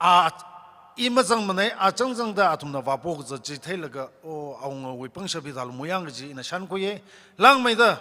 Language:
Tangkhul Naga (India)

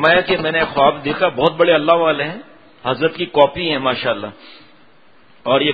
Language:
Urdu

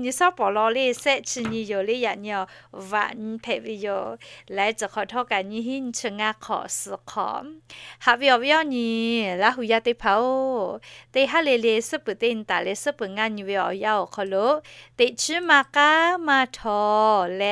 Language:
Lahu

